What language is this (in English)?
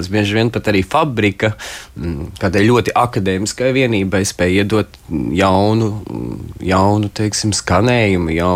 Latvian